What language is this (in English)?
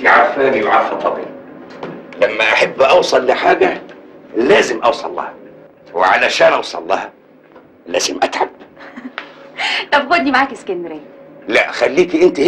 Egyptian Arabic